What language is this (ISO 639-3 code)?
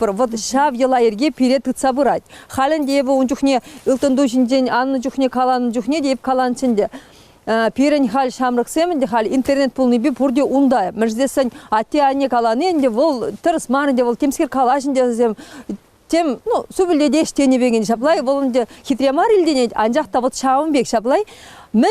chv